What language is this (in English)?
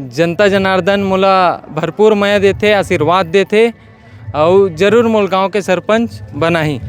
Chhattisgarhi